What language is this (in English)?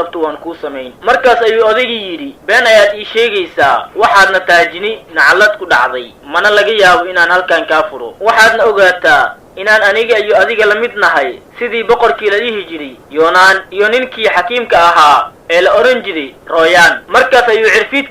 Somali